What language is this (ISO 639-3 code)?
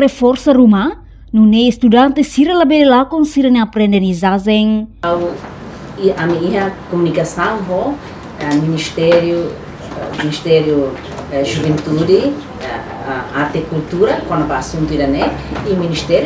tet